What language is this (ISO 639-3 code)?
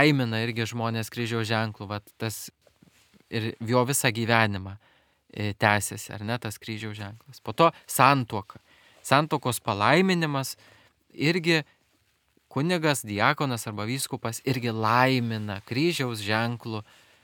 lit